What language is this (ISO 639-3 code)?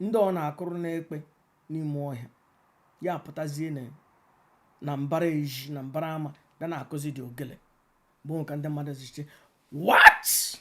ibo